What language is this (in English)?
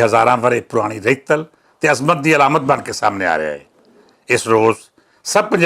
Western Panjabi